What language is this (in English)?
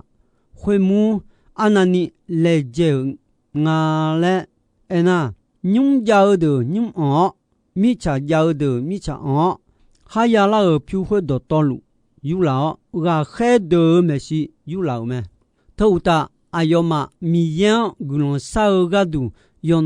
Akha